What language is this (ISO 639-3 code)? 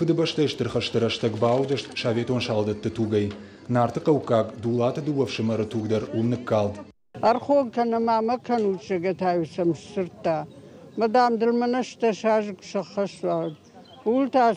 oss